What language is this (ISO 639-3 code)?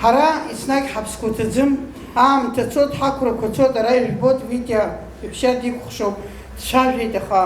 abk